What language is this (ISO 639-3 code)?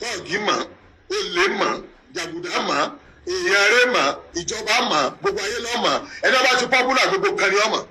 yor